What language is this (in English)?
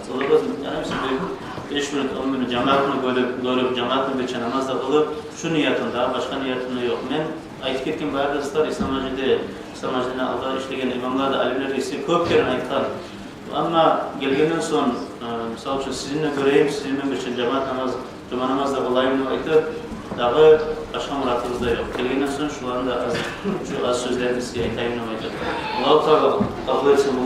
Kumyk